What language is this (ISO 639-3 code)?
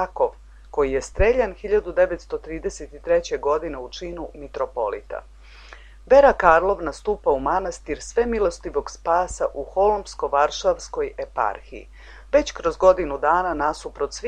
srp